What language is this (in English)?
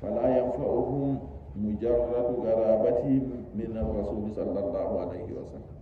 Nigerian Fulfulde